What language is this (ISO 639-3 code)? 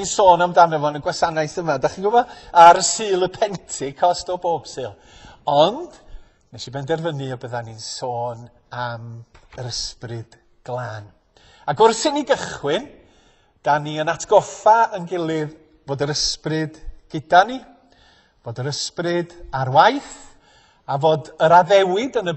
cym